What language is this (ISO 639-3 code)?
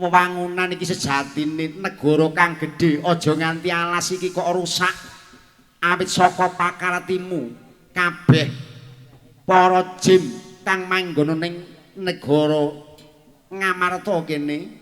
jav